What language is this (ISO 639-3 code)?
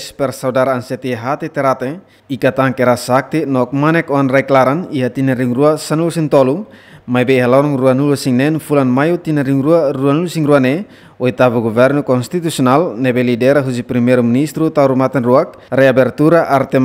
tet